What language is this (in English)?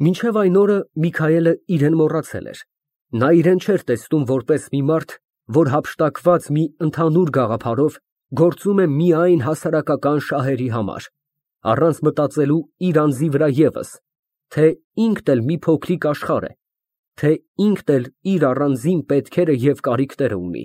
Armenian